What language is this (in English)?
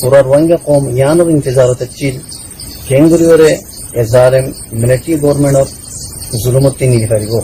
Rohingya